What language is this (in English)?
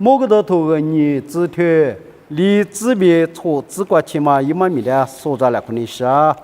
Lisu